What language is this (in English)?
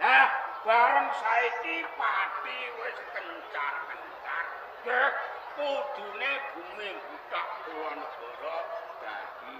Javanese